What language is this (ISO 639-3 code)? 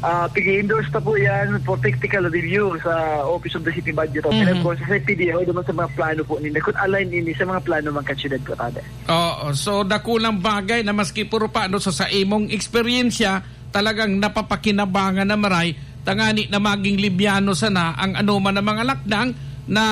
bik